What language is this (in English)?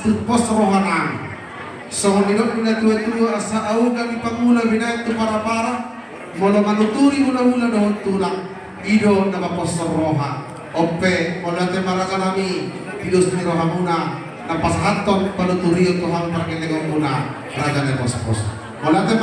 Batak Toba